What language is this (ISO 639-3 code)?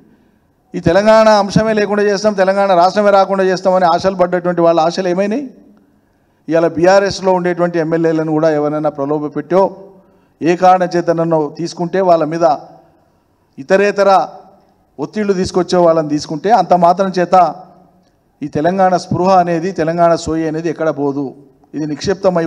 tel